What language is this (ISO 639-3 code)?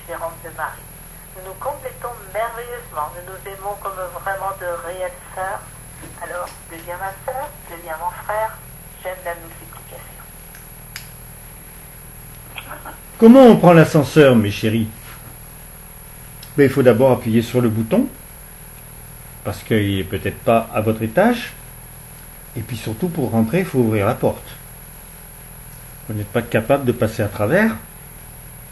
fra